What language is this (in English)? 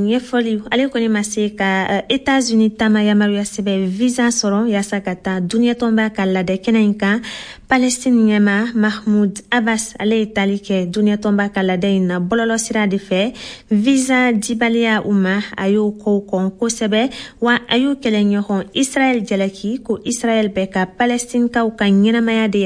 Bambara